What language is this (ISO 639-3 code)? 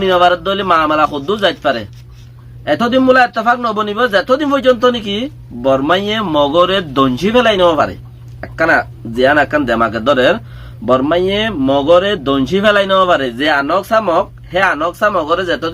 rhg